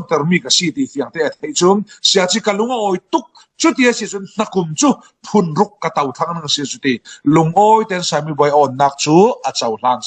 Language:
Falam Chin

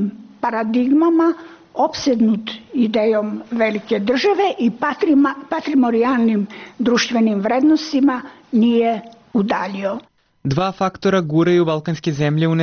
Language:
Serbian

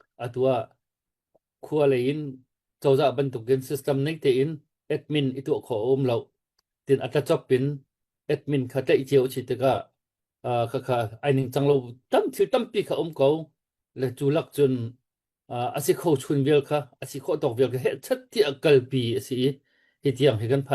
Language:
Hakha Chin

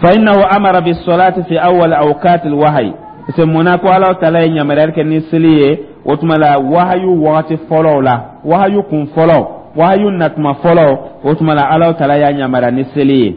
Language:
Dyula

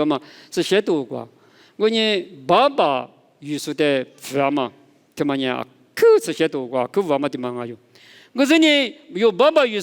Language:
Lisu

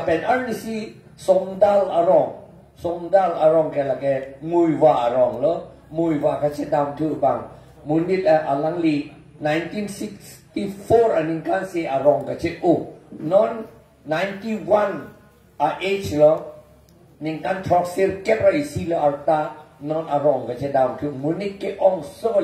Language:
Karbi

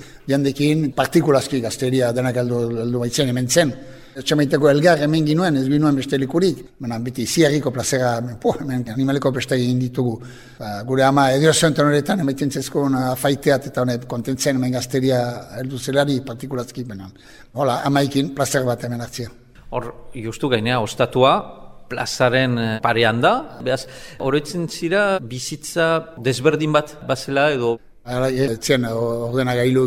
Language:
Basque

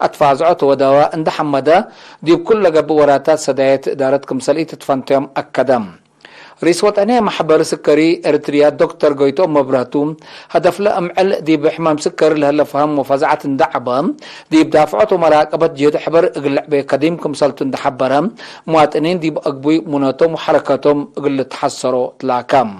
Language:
Tigre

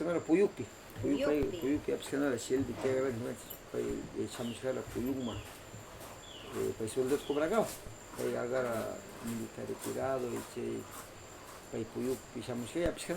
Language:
Northern Pastaza Quichua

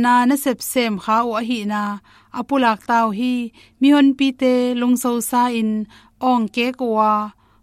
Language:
Tedim Chin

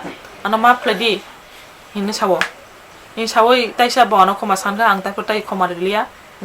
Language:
Kok Borok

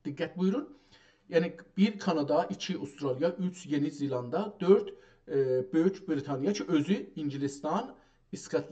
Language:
South Azerbaijani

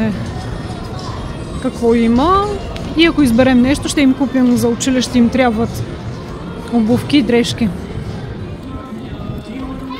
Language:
Bulgarian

